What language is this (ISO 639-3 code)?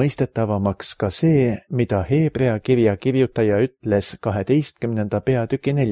est